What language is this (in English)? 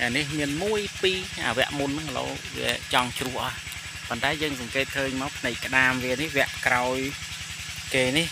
Khmer